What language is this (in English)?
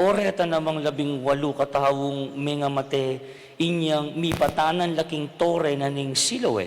Pampanga